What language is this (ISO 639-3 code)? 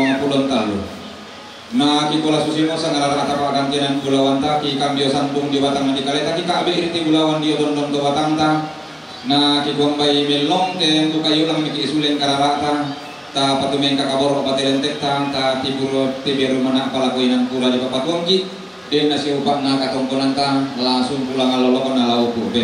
sda